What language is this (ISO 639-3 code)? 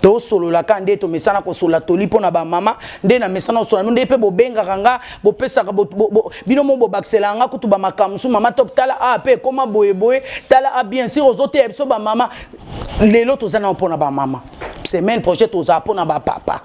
lin